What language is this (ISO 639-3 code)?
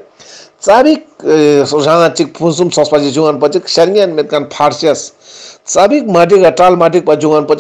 lbj